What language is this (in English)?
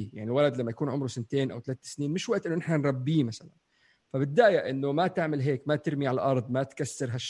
North Levantine Arabic